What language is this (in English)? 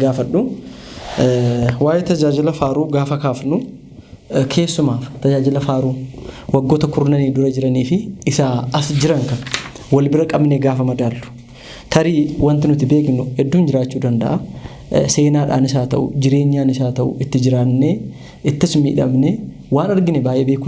Oromo